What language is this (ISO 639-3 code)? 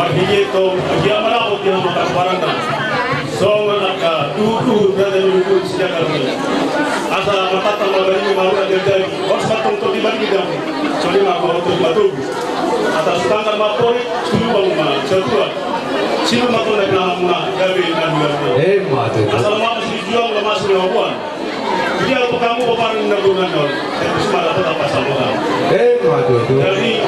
bbc